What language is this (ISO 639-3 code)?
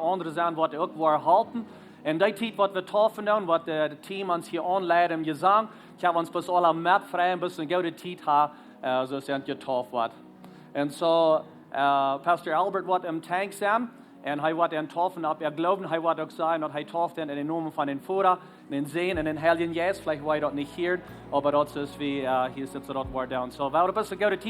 pdt